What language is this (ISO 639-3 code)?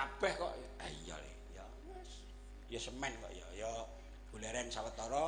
jav